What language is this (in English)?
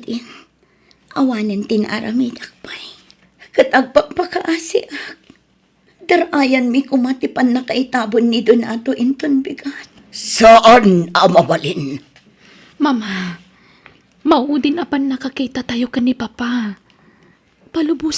Iloko